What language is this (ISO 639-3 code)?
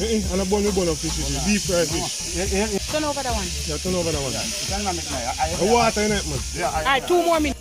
jam